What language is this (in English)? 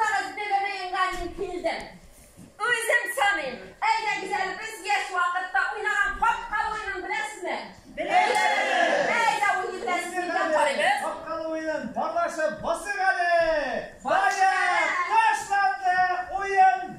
Tatar